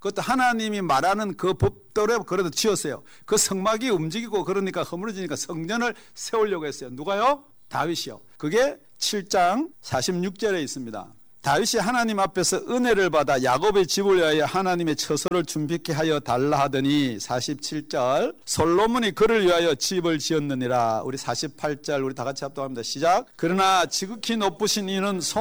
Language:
Korean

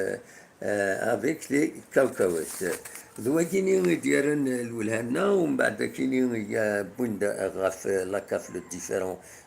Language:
Kabyle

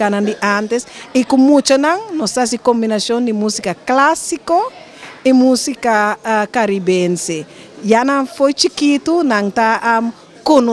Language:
Papiamento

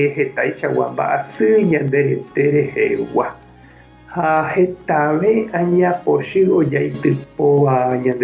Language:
Guarani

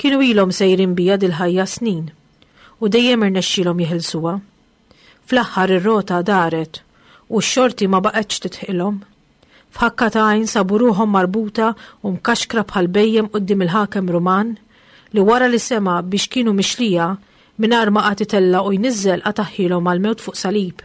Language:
Maltese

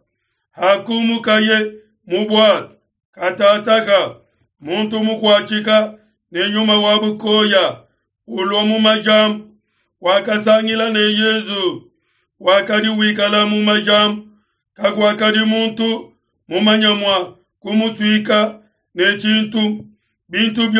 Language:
Luba-Lulua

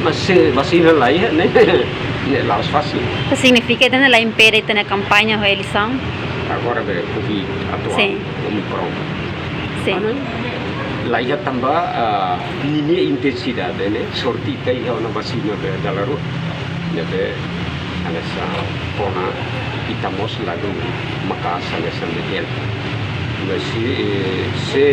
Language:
Tetum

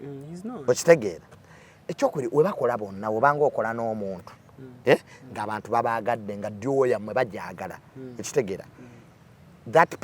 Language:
Ganda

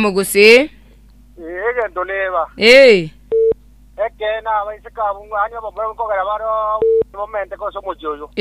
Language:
Gusii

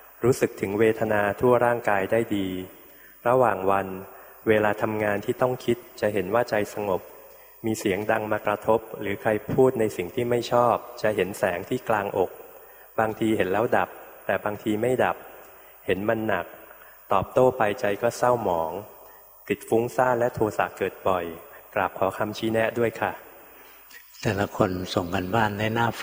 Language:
Thai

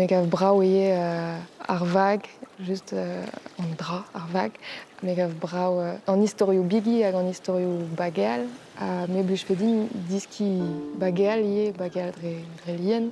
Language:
Breton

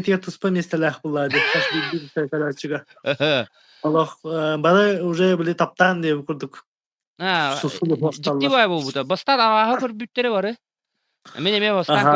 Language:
Yakut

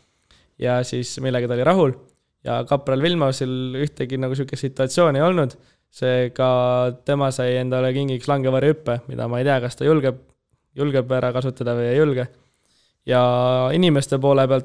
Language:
Estonian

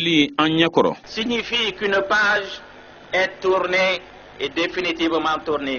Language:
Bambara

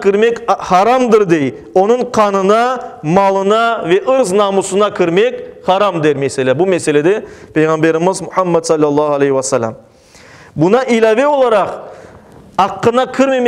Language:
Crimean Tatar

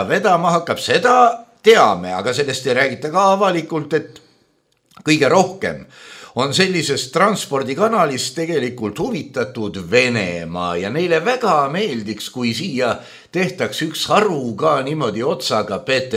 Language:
Estonian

